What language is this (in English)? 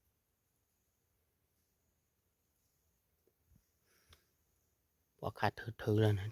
S'gaw Karen